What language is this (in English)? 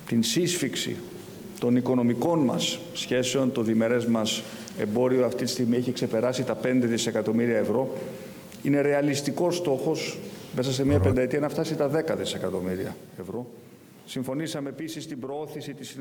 Greek